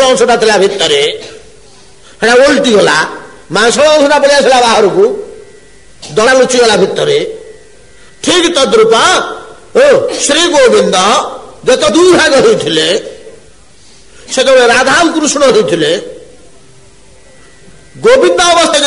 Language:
Odia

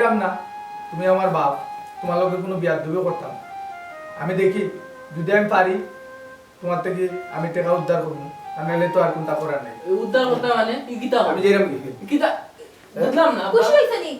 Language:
Sylheti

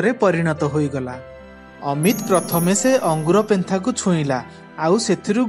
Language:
Odia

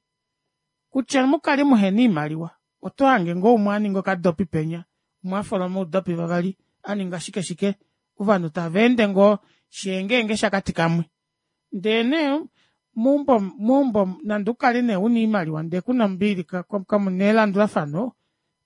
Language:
Kuanyama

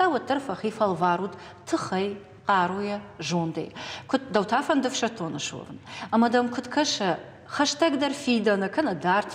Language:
Ossetic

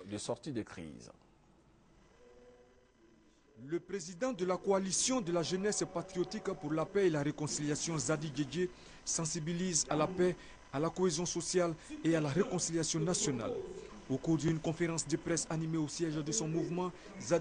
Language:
French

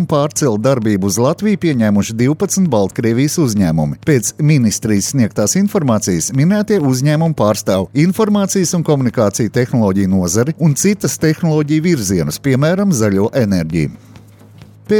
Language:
Latvian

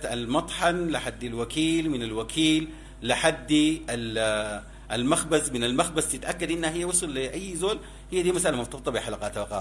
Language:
Sudanese Arabic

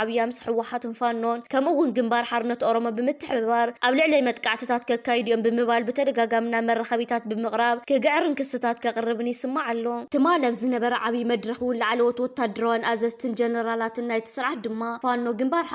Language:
Tigrinya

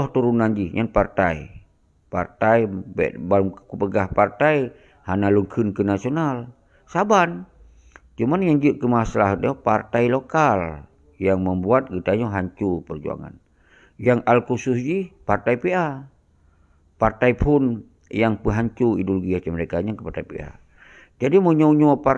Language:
Achinese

